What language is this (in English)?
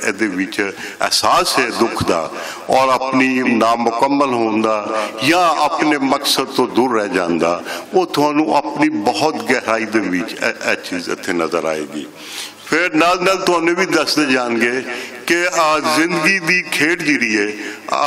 Western Panjabi